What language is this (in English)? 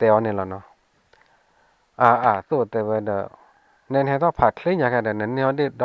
S'gaw Karen